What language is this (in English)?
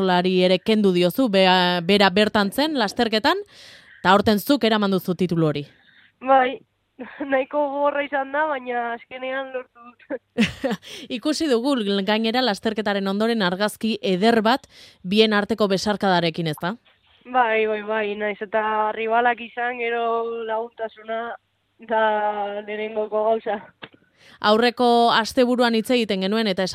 Basque